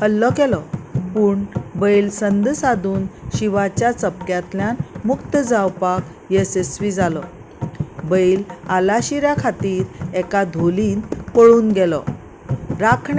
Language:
Konkani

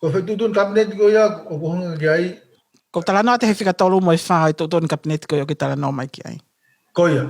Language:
Tongan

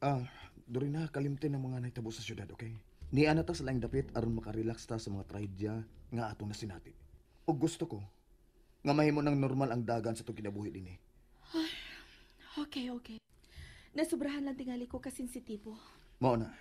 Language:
Cebuano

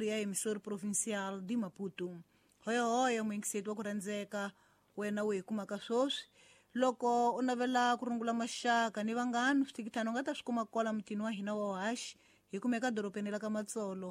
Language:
Tsonga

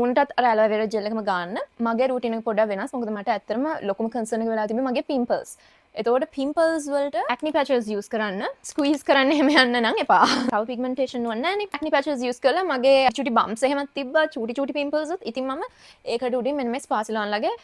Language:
Sinhala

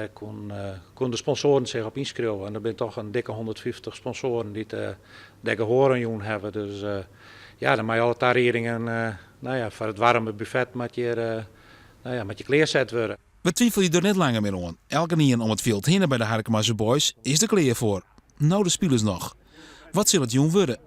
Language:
Western Frisian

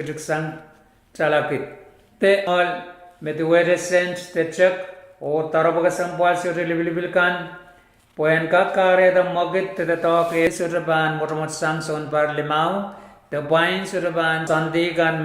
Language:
Pohnpeian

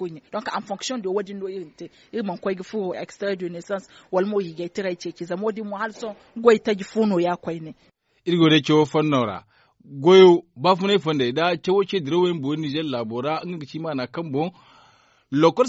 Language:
Zarma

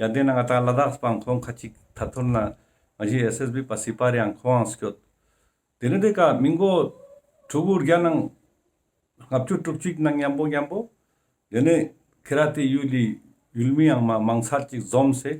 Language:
Ladakhi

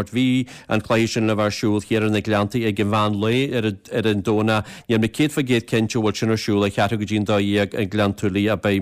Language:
Irish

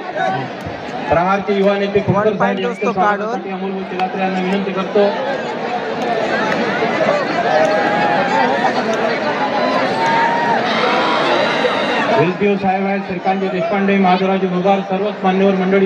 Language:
Marathi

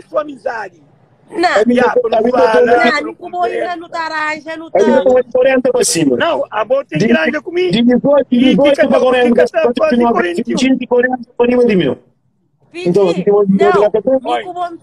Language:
Kabuverdianu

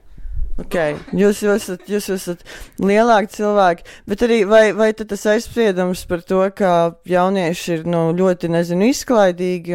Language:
Latvian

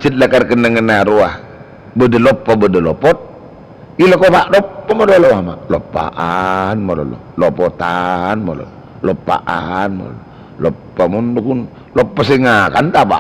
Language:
Madurese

